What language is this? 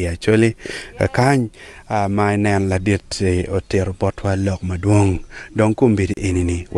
Acoli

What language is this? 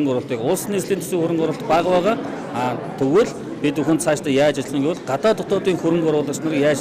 Mongolian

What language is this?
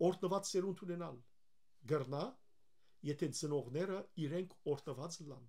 Western Armenian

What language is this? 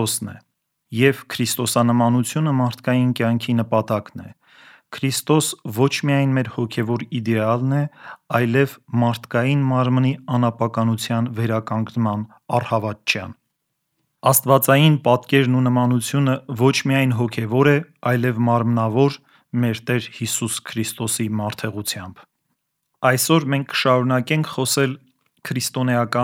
Armenian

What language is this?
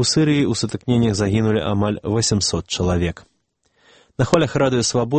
Belarusian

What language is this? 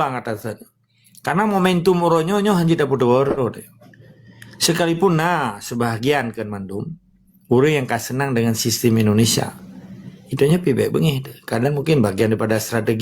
Achinese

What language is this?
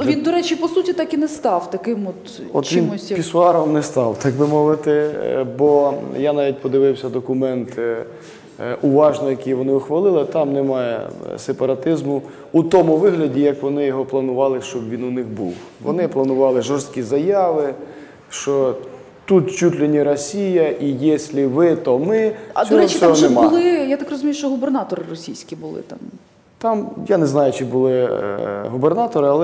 Ukrainian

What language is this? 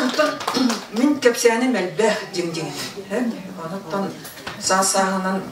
Yakut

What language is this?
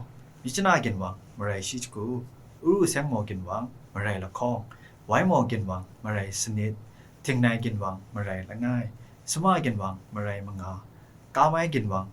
Kachin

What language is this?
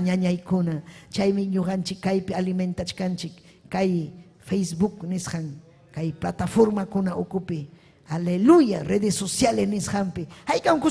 Ayacucho Quechua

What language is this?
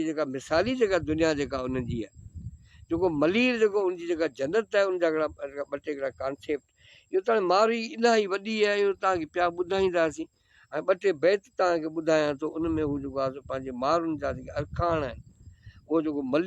Sindhi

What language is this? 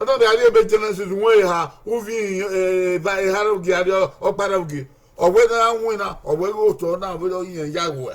Bini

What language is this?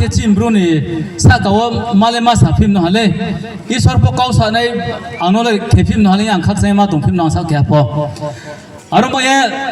Riang (India)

